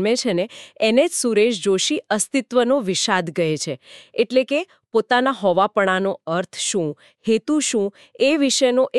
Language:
Gujarati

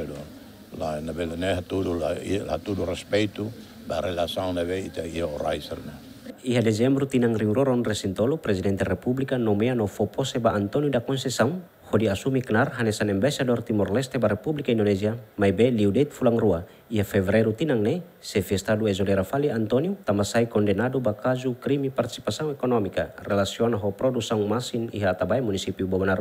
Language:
Tetum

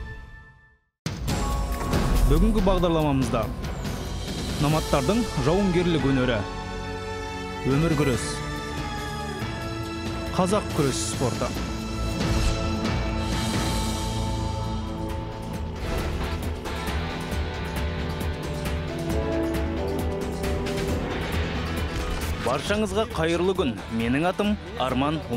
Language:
Kazakh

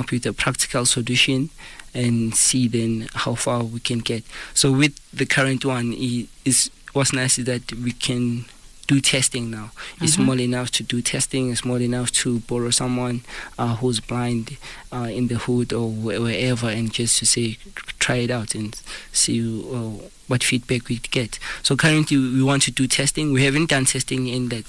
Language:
English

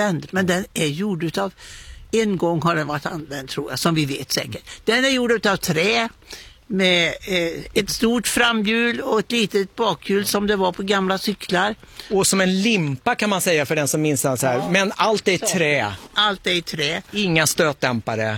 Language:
Swedish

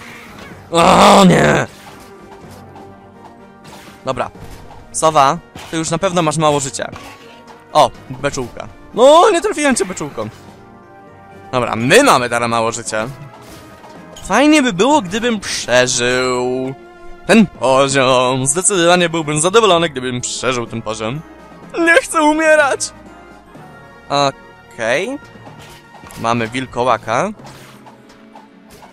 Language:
Polish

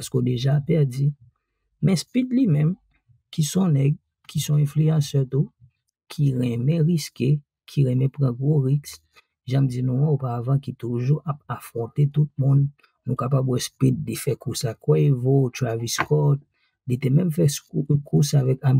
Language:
Haitian Creole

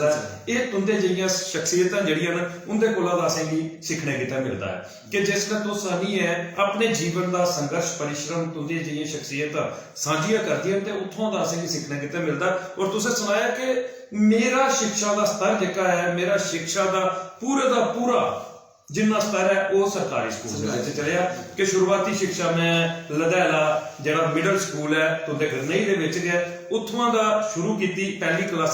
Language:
Dogri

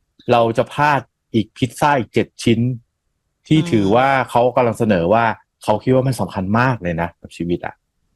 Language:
Thai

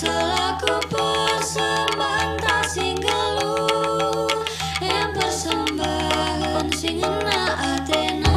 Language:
Batak Karo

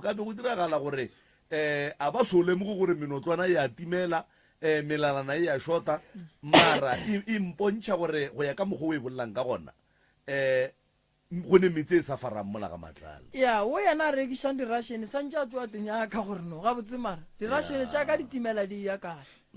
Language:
Northern Sotho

